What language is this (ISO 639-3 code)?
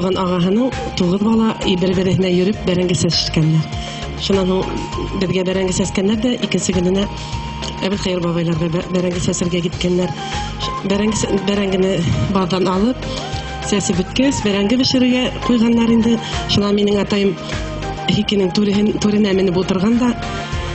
bak